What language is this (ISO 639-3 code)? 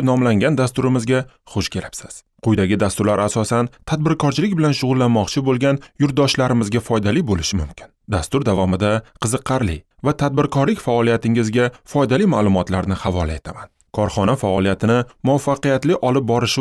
uzb